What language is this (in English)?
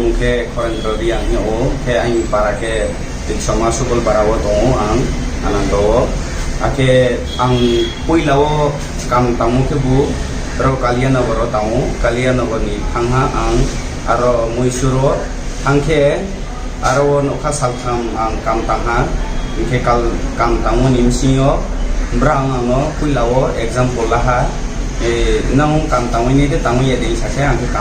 Riang (India)